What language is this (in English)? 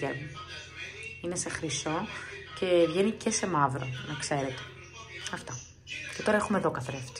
Greek